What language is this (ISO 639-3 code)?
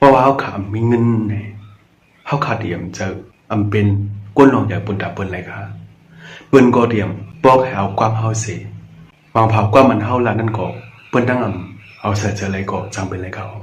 shn